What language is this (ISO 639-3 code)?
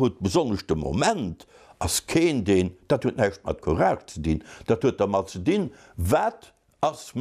ltz